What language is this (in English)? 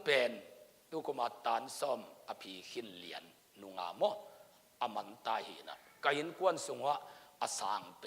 Tedim Chin